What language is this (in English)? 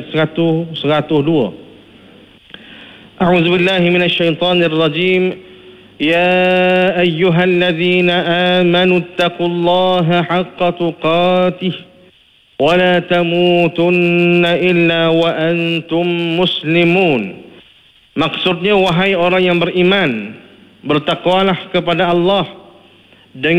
Malay